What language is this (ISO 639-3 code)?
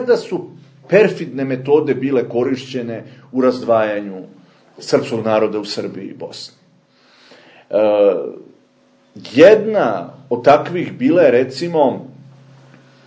srp